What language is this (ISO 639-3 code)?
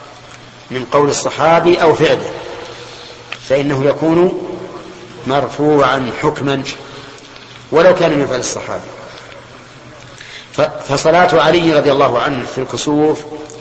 ara